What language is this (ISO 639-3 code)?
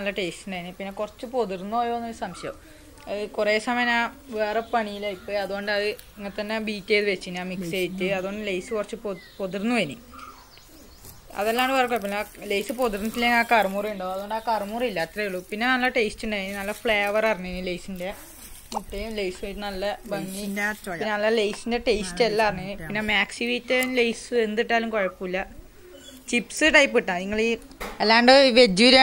mal